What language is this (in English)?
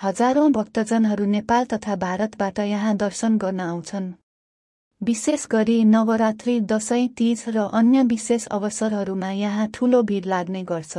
Nepali